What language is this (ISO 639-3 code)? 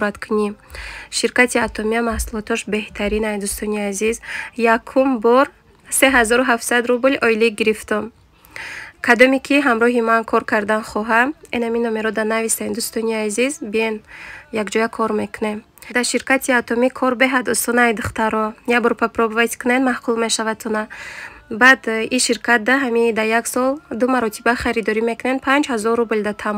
tgk